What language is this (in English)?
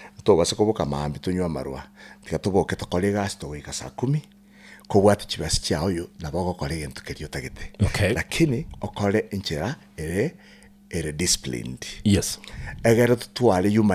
Gusii